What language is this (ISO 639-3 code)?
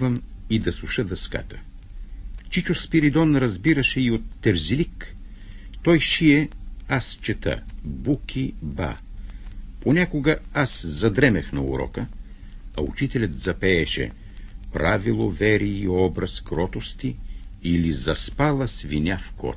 bul